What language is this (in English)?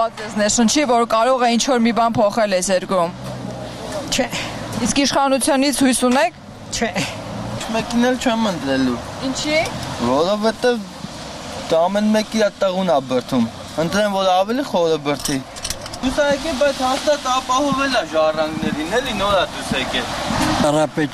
Armenian